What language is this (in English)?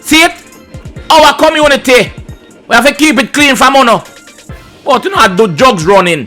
Jamaican Creole English